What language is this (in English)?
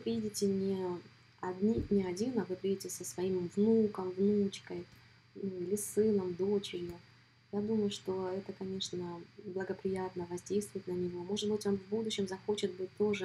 Russian